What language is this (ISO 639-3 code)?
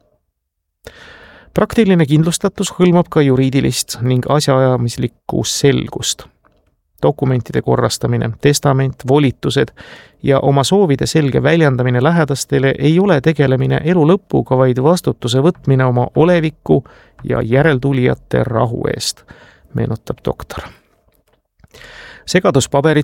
est